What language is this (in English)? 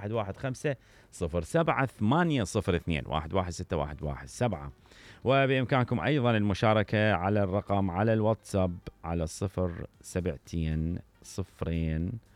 Mesopotamian Arabic